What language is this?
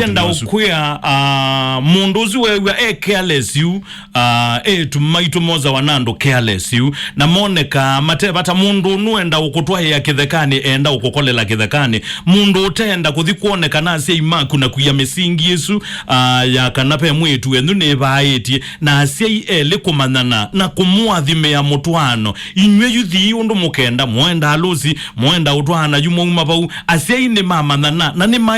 Kamba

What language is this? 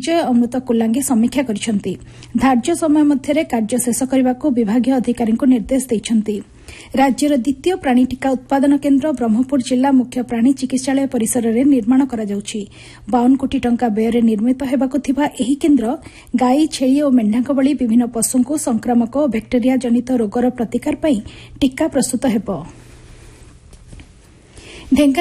Odia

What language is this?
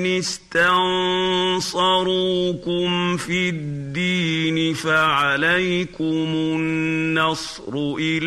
Arabic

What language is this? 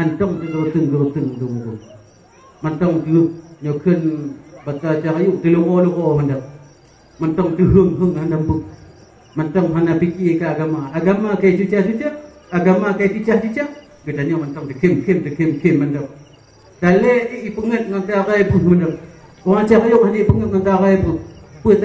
Achinese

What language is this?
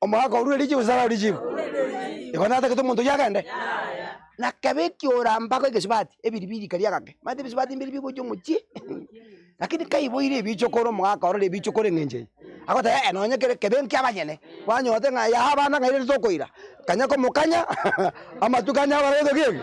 Gusii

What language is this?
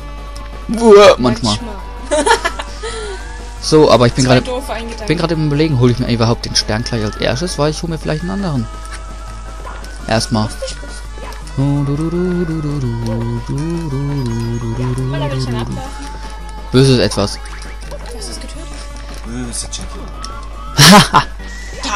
German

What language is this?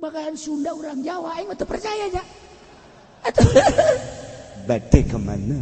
Sundanese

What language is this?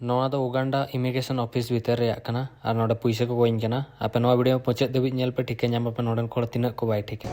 Santali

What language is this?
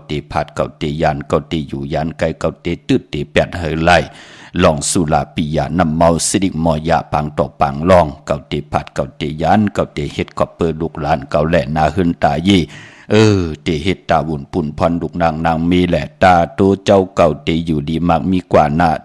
Shan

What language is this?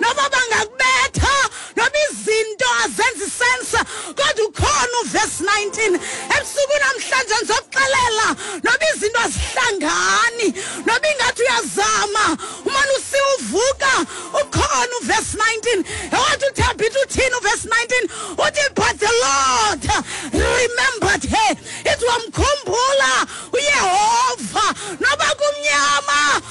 Xhosa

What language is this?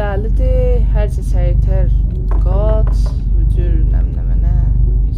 South Azerbaijani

